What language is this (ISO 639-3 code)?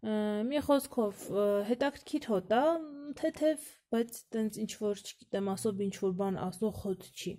hye